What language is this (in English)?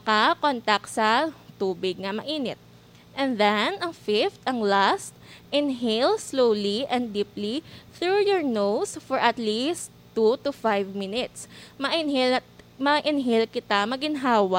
Hiligaynon